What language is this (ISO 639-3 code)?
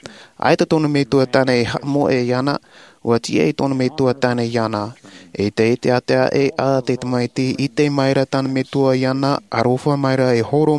tah